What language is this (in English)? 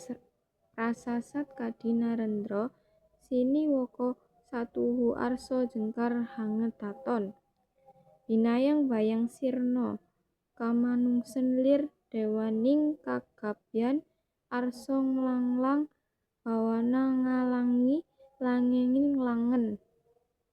Javanese